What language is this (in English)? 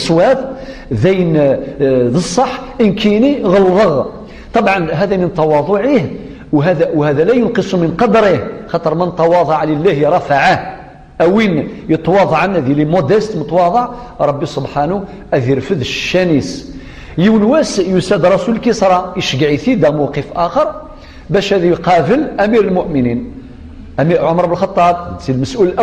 Kabyle